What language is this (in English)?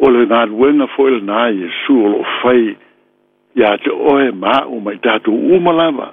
Samoan